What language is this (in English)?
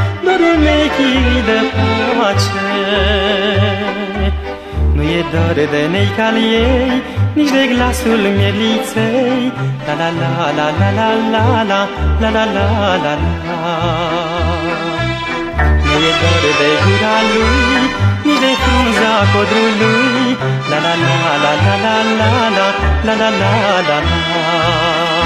Romanian